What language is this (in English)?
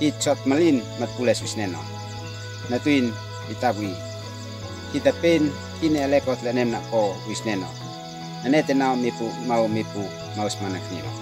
Uab Meto